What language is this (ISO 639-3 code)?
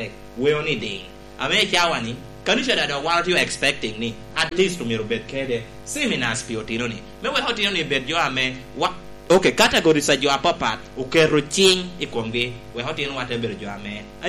laj